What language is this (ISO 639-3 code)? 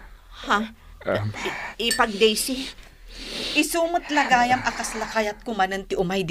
ilo